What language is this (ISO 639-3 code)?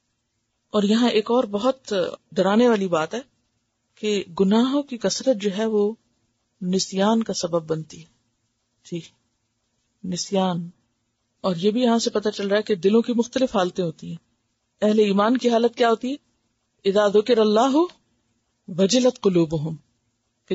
urd